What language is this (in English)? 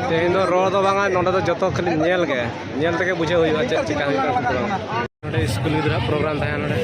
Santali